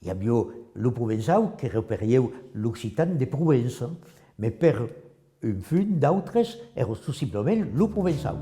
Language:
Occitan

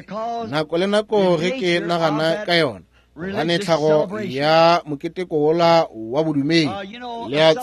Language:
Northern Sotho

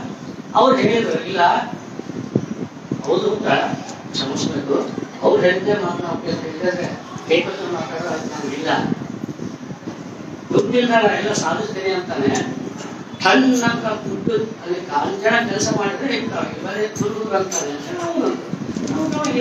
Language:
Kannada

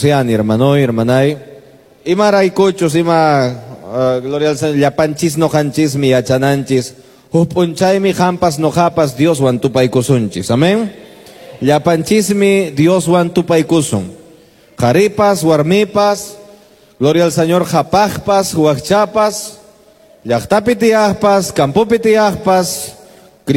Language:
Quechua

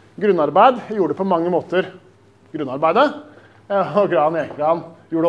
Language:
Norwegian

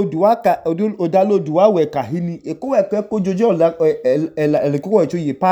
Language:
Idoma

